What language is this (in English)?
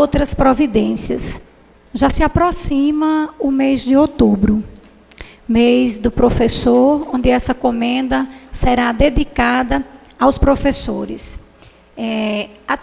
Portuguese